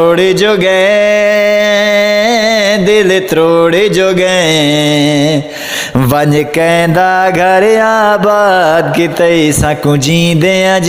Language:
Saraiki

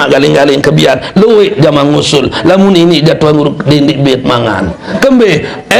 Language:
Sasak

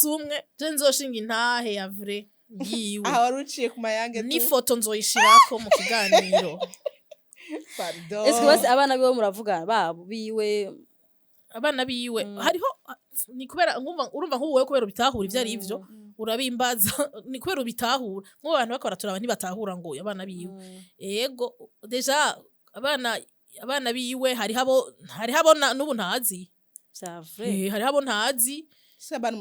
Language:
Rundi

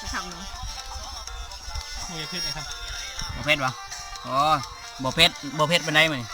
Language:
Northeastern Thai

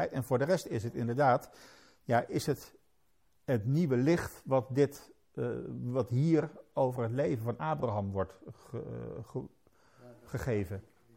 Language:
Dutch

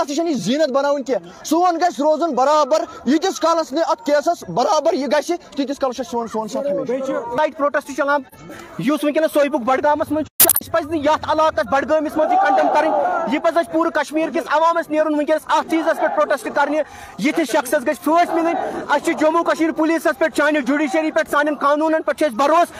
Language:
Kashmiri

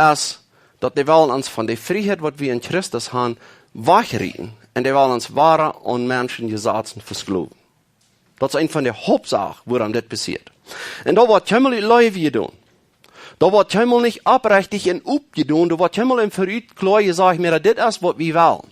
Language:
Plautdietsch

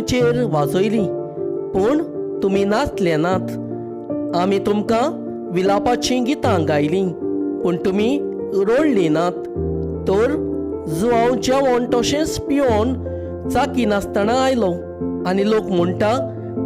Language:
Konkani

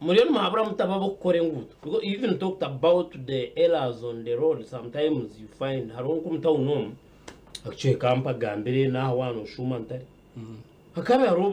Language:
Nyankole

